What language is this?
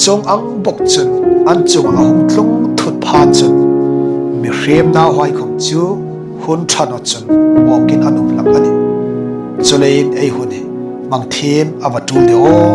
Hmar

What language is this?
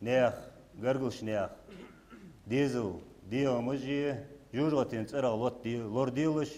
Ingush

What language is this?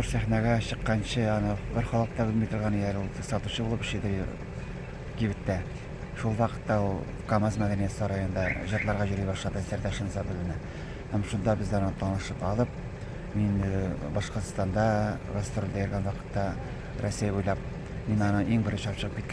Tatar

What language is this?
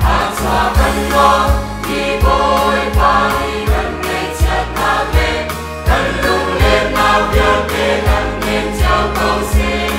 Hakha Chin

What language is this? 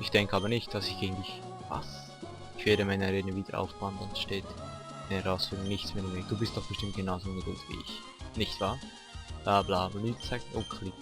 Swiss German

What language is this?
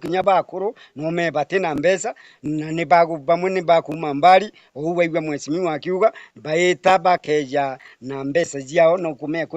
Meru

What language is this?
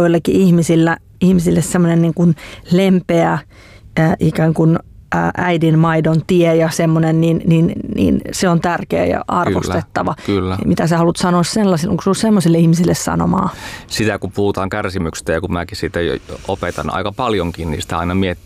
Finnish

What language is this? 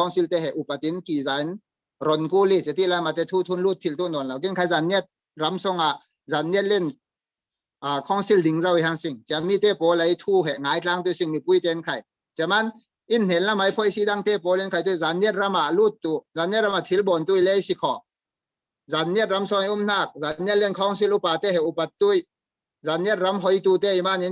Falam Chin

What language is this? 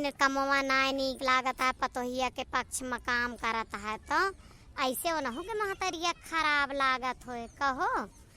Awadhi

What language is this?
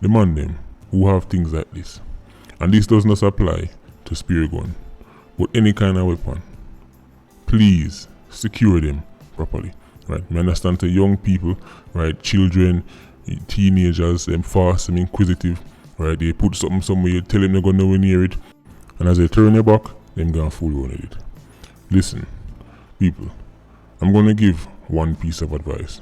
Jamaican Creole English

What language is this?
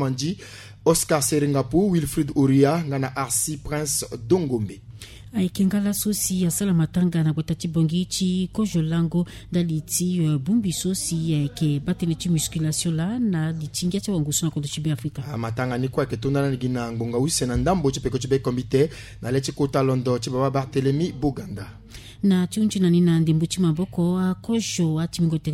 Sango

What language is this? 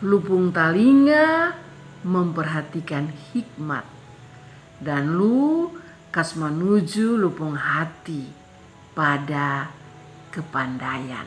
Kupang Malay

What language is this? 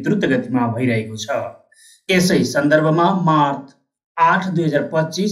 Nepali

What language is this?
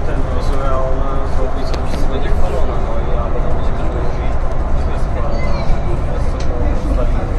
Polish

